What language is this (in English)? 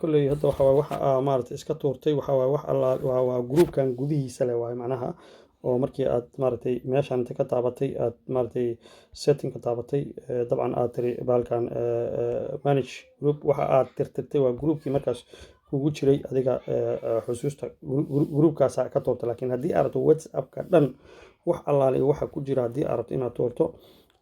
Somali